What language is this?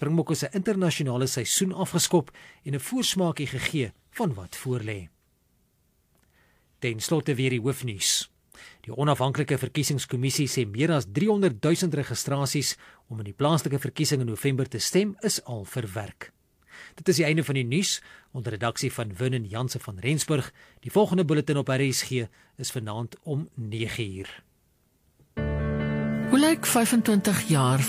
Afrikaans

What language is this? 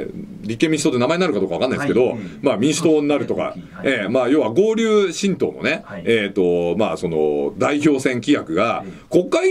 Japanese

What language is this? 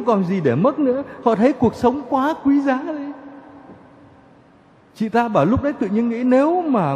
Vietnamese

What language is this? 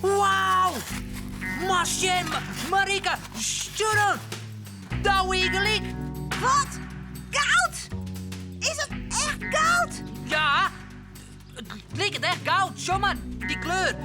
Western Frisian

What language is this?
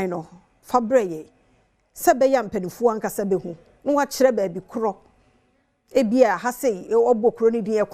Akan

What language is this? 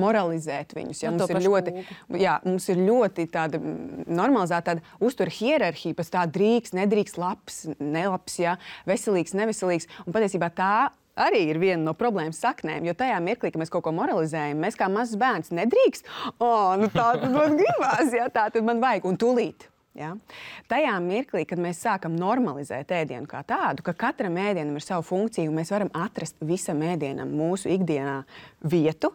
Latvian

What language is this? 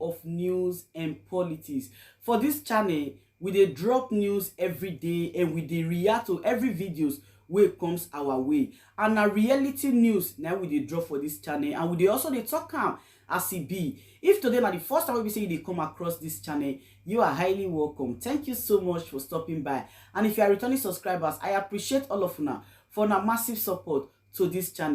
Nigerian Pidgin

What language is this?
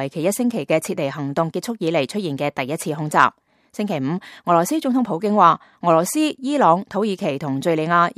Cantonese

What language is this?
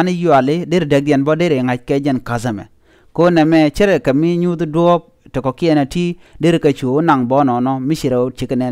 Nuer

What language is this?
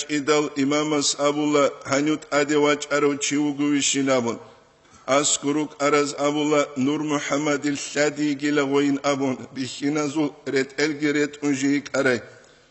Avaric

